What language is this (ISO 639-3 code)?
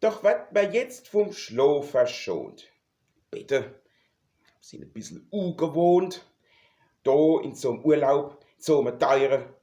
pfl